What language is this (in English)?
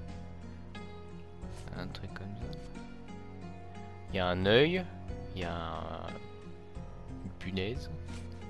French